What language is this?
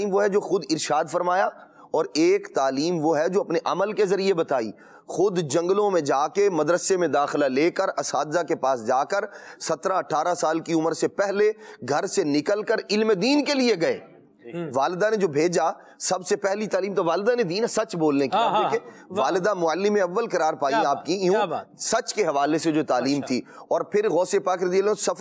Urdu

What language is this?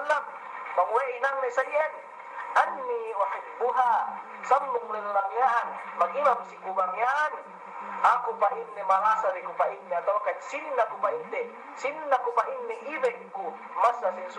Yakan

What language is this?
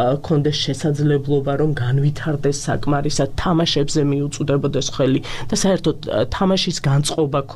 Georgian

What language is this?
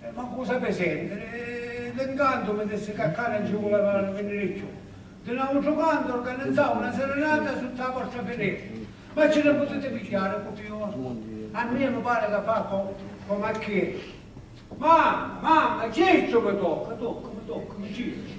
Sicilian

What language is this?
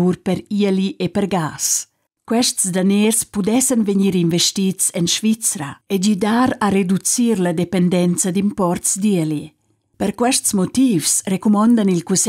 Romansh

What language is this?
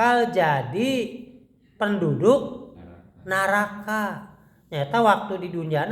Sundanese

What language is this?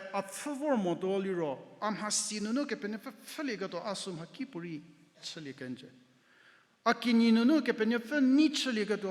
Angami Naga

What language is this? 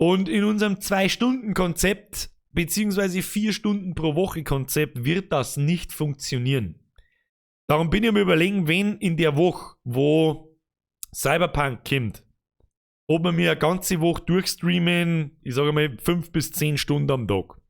Bavarian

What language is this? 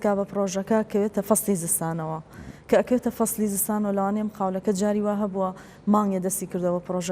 Central Kurdish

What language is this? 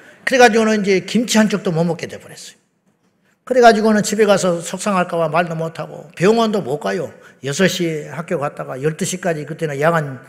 Korean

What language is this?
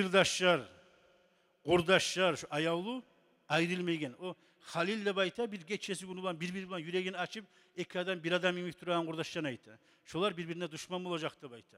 Kumyk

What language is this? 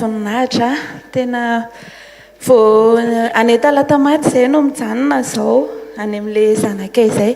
Malagasy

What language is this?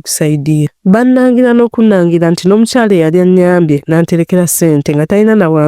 Ganda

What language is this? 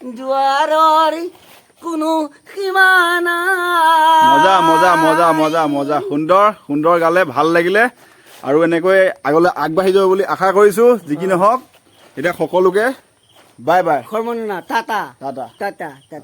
Assamese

